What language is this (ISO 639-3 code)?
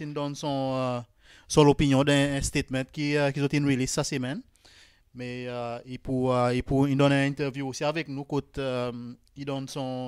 crs